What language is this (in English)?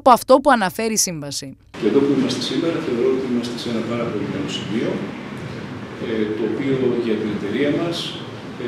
Greek